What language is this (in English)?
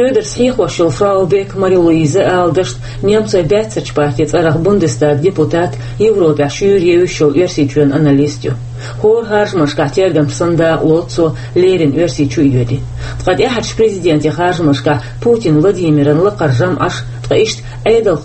Chechen